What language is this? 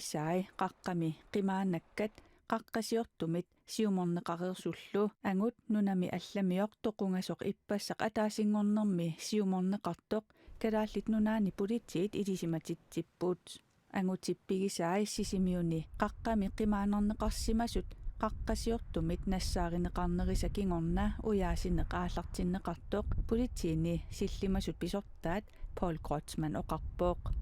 Kalaallisut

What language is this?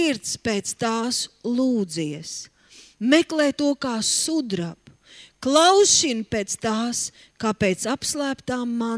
Latvian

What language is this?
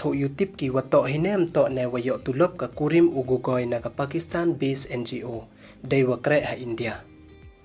Pnar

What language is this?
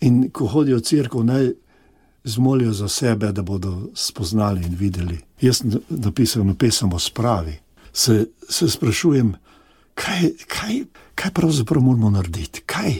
Slovenian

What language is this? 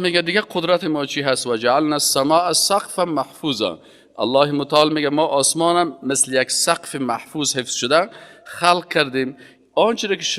Persian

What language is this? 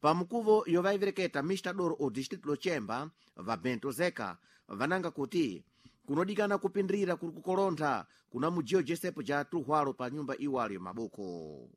Sena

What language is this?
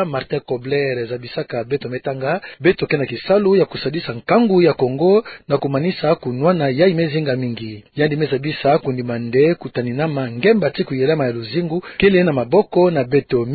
Kituba (Democratic Republic of Congo)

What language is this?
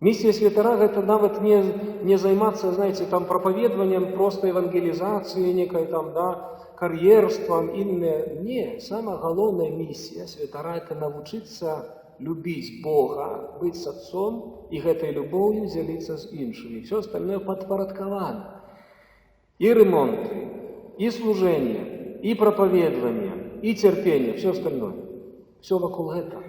Belarusian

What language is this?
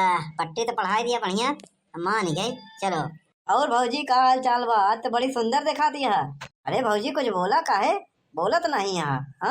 Awadhi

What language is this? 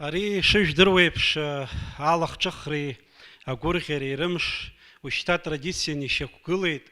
Abkhazian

